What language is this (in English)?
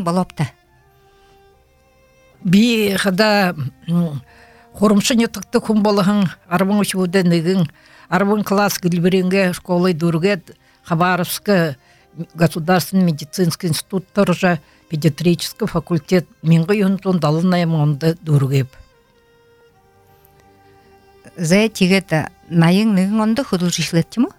Buriat